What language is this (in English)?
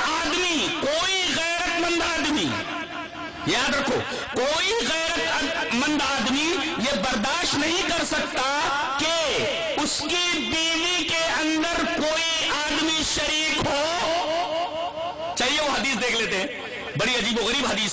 Urdu